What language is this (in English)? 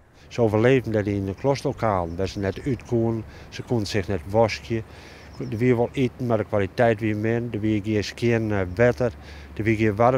Western Frisian